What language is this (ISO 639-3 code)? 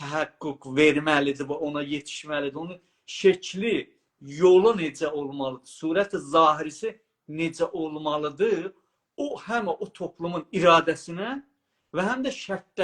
azb